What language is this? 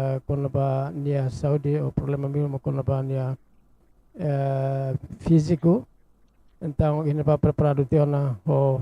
Tetum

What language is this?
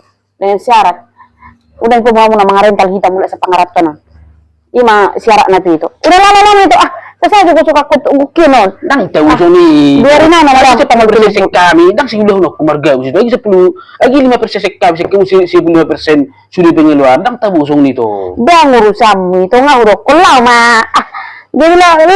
Batak Toba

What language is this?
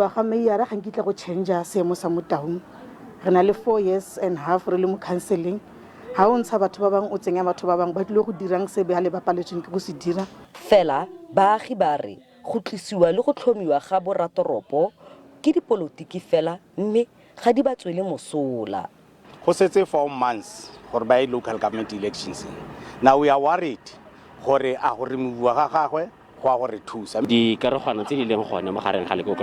Tswana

